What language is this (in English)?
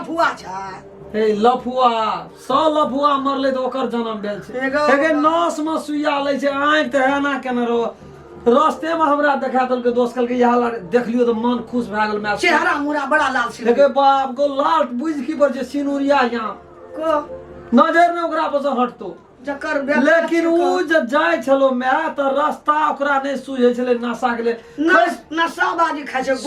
Maithili